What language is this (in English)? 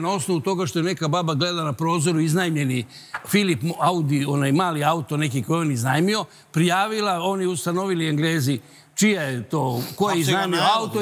Serbian